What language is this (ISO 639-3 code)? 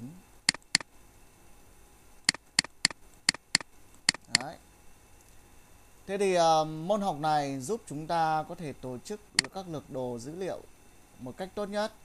vie